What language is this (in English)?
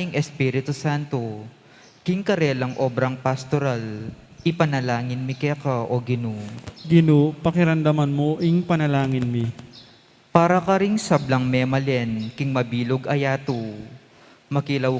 Pampanga